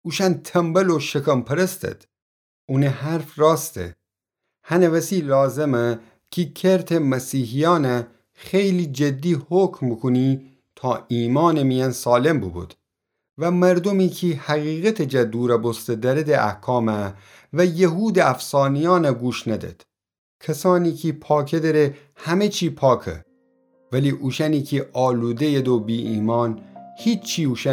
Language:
Gilaki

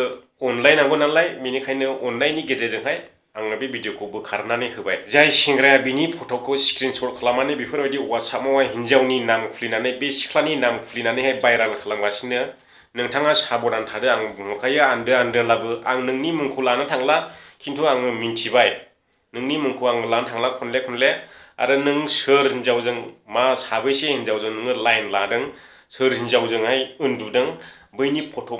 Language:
Bodo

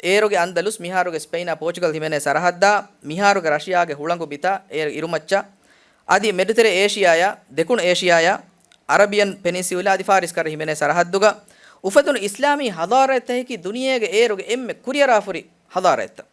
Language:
Divehi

